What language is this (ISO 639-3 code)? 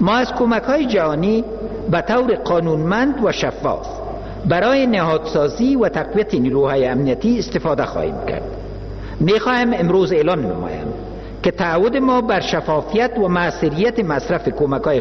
fas